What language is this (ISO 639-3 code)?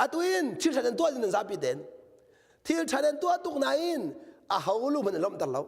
cnh